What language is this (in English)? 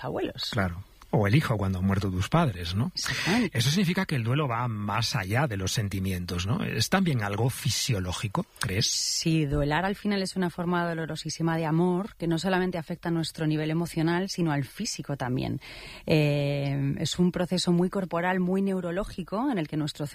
Spanish